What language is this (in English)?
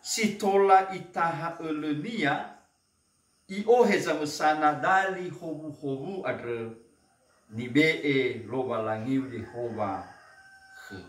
Nias